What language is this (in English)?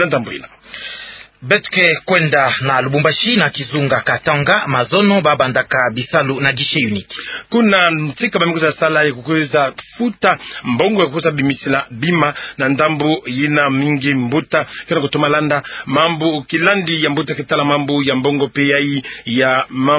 Kituba (Democratic Republic of Congo)